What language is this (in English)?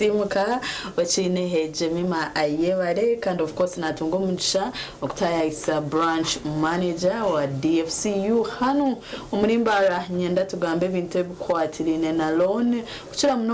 Nyankole